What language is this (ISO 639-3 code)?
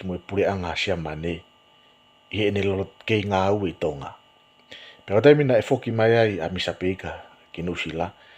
ton